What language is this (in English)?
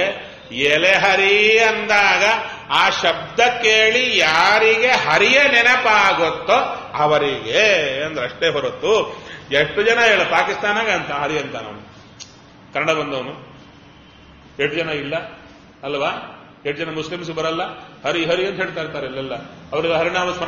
Kannada